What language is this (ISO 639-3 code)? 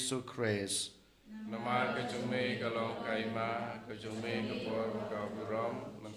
kha